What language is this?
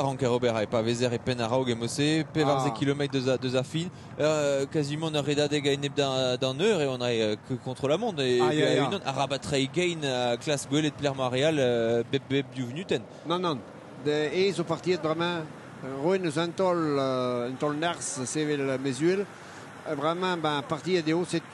Breton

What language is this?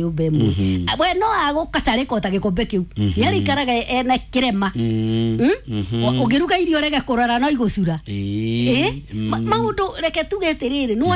Kikuyu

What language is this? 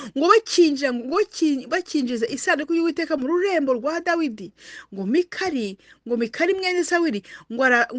Kinyarwanda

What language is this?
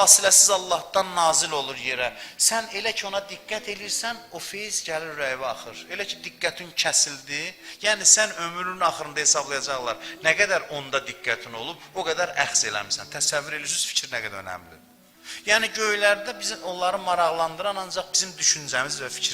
Azerbaijani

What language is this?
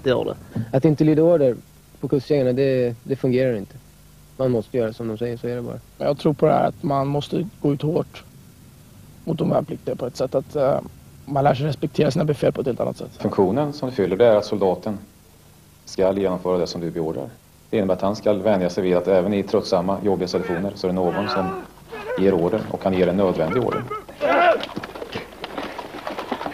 Swedish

